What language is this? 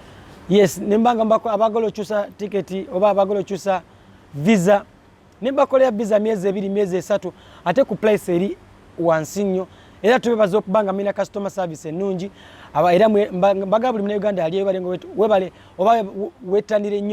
Ganda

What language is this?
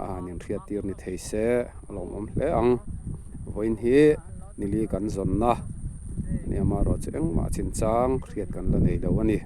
Mizo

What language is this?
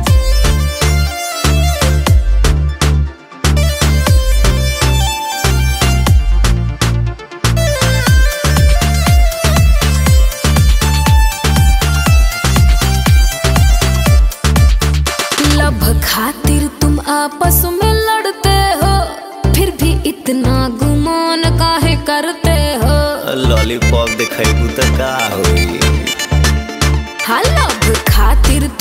Bhojpuri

